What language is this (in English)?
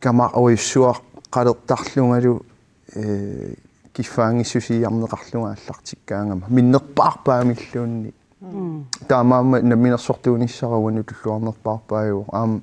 Kalaallisut